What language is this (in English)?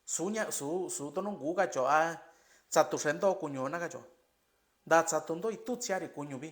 Mixtepec Mixtec